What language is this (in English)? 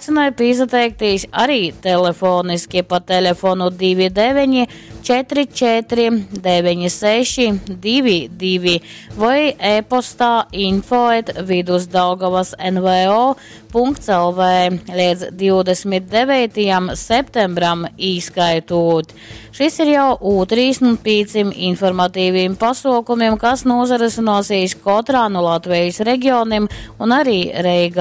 Latgalian